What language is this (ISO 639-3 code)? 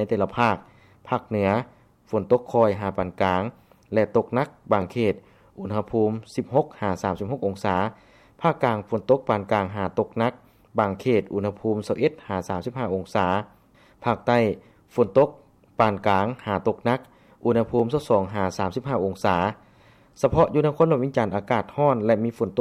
lao